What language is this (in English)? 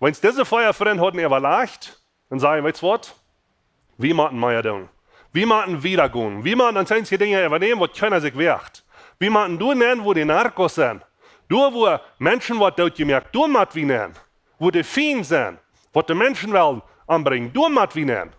Plautdietsch